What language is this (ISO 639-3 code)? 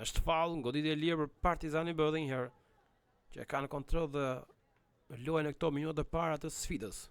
sqi